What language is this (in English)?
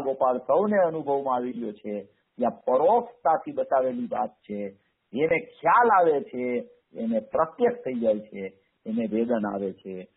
Gujarati